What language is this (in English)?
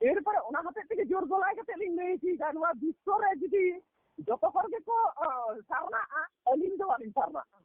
Santali